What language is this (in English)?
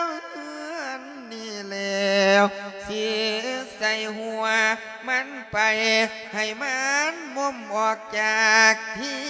Lao